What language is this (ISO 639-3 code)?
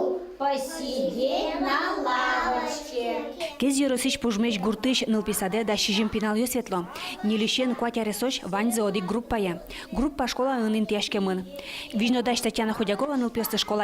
udm